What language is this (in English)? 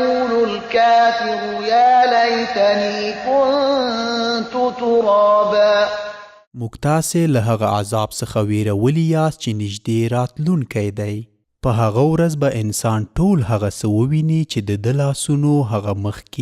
Pashto